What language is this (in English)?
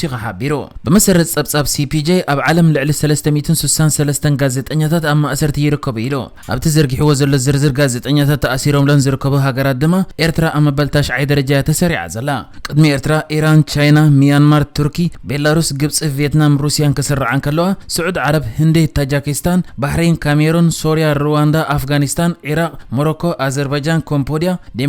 Tigrinya